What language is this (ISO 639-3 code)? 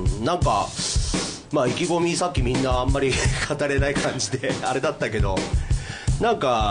jpn